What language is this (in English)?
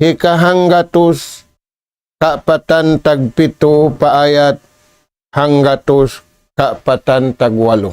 Tausug